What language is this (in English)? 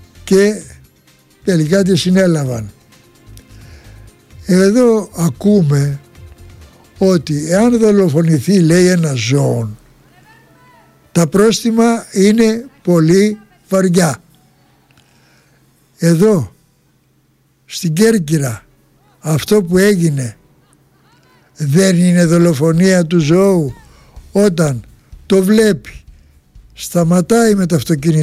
Greek